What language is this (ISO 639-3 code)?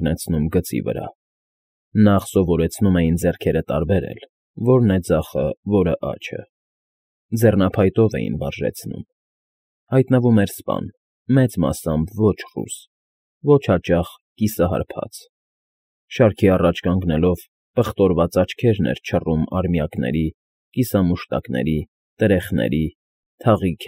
hye